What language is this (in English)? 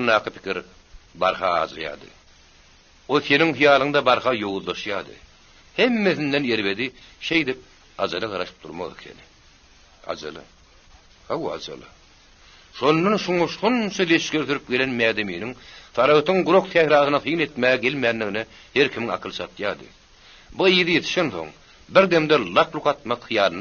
Turkmen